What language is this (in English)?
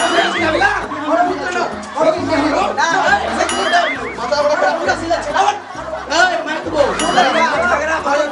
Maithili